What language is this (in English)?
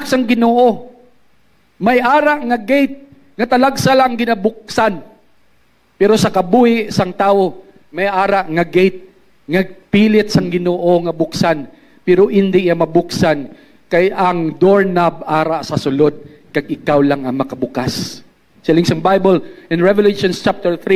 Hiligaynon